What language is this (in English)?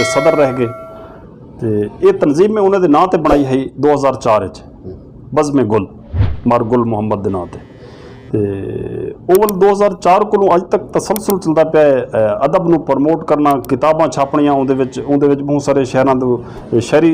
Saraiki